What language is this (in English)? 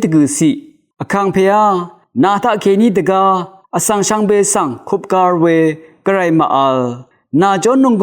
Rawang